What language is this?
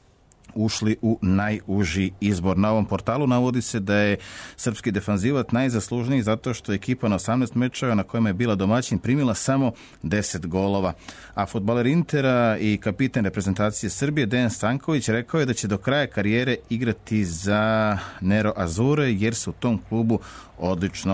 Serbian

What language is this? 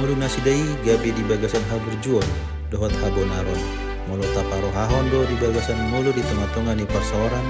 Batak Toba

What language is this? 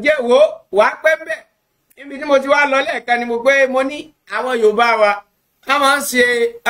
Yoruba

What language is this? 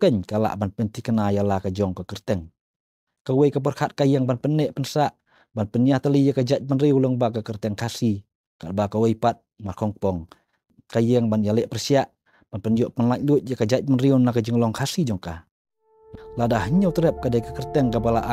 Khasi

